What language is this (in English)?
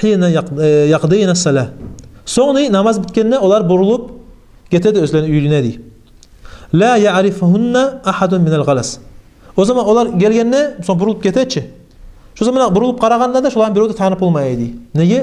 Kumyk